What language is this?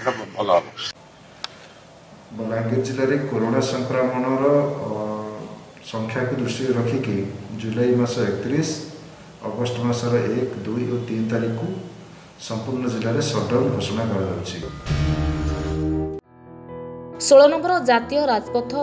Odia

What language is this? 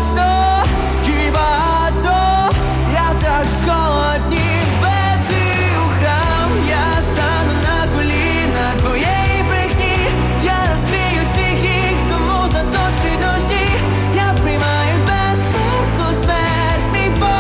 Ukrainian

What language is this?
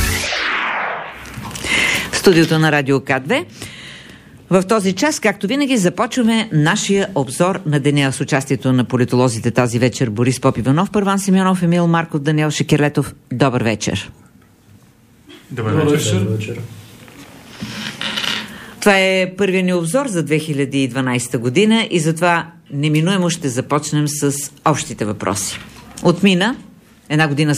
Bulgarian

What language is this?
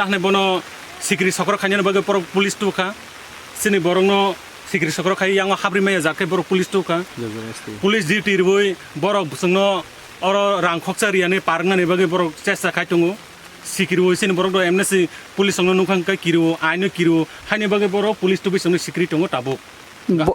Kok Borok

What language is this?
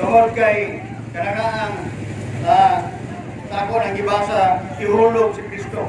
Cebuano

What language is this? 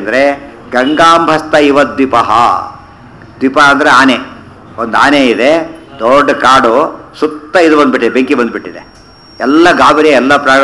Kannada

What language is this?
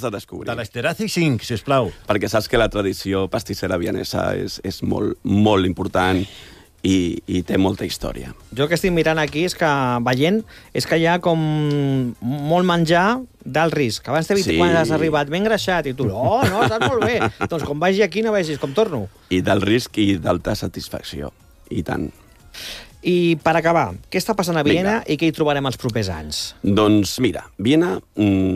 Catalan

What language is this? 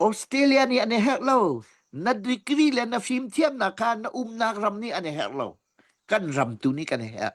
Hakha Chin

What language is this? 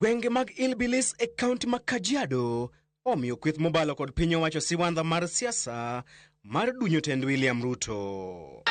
Luo (Kenya and Tanzania)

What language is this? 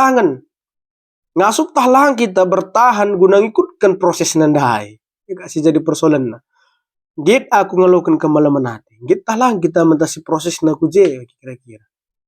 Batak Karo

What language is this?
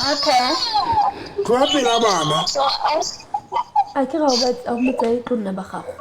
Southern Sotho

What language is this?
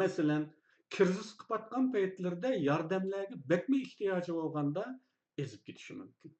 Uyghur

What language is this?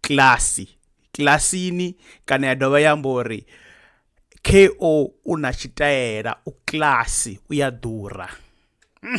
Venda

